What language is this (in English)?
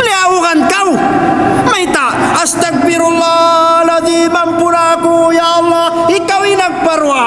Tausug